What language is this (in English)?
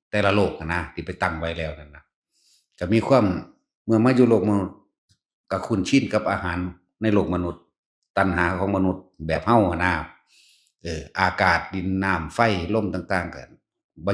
Northeastern Thai